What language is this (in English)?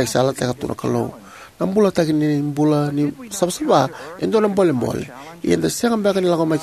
Fijian